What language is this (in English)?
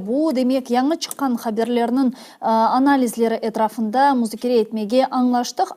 Crimean Tatar